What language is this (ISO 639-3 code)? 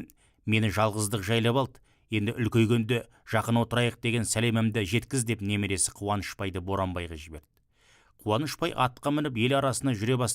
kaz